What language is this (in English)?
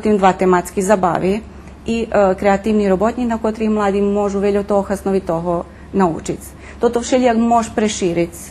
Rusyn